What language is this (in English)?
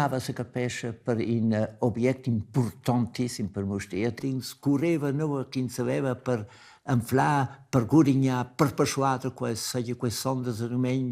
Romansh